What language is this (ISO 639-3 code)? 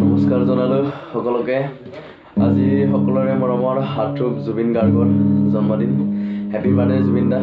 asm